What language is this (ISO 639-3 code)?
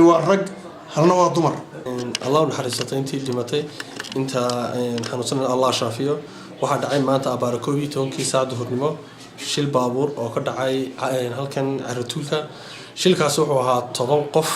som